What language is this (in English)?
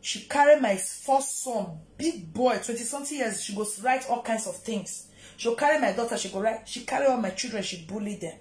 Nigerian Pidgin